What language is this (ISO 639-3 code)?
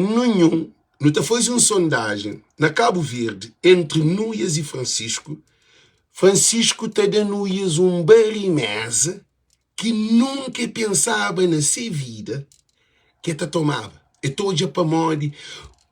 kea